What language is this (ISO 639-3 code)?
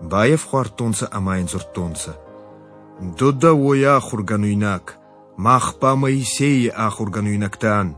oss